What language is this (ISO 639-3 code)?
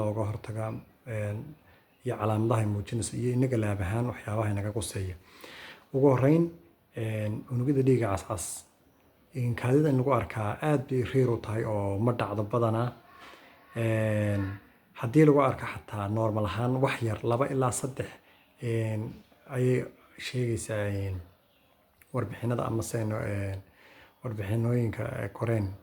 som